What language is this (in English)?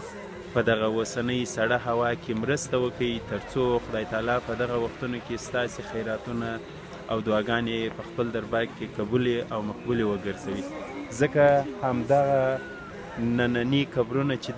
Pashto